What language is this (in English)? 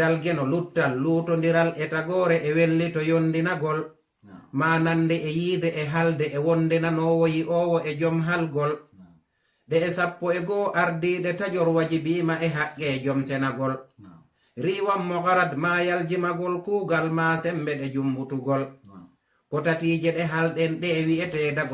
Fula